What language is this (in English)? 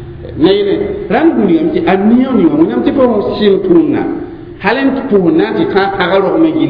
Mossi